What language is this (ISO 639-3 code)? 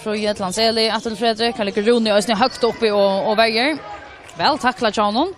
fao